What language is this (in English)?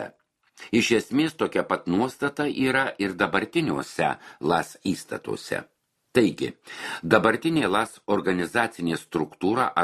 Lithuanian